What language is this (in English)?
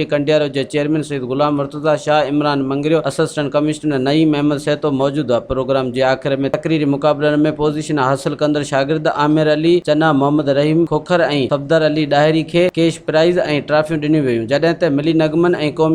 Sindhi